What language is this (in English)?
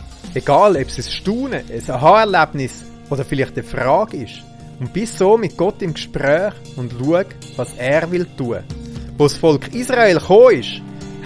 Swiss German